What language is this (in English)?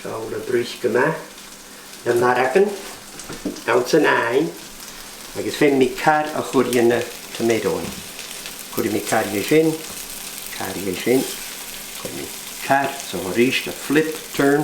Scottish Gaelic